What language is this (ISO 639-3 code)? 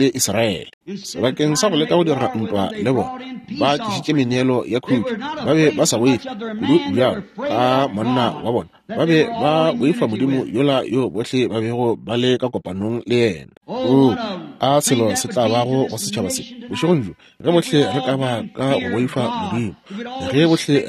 nso